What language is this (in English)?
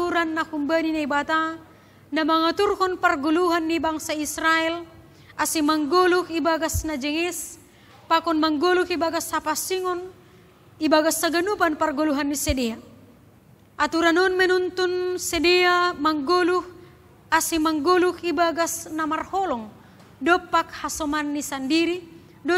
Batak Simalungun